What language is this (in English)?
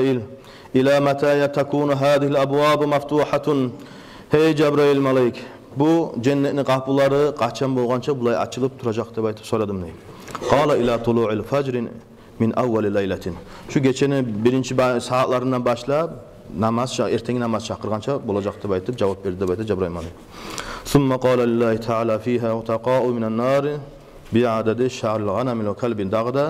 Kumyk